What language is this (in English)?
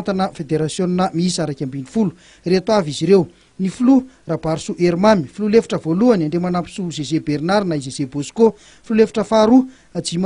Malagasy